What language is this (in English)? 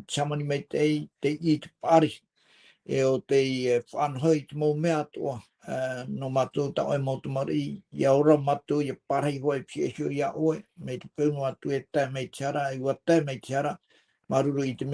Tahitian